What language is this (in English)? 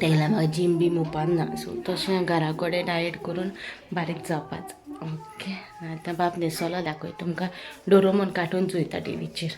Konkani